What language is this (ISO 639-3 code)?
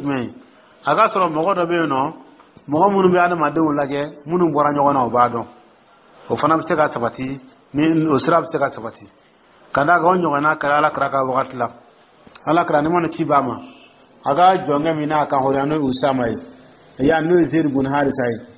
dyu